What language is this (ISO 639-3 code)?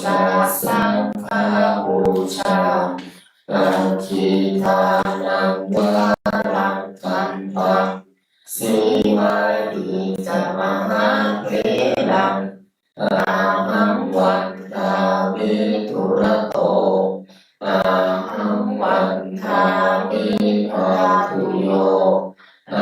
pli